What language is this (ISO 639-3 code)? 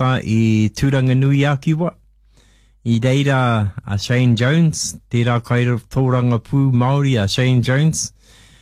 mri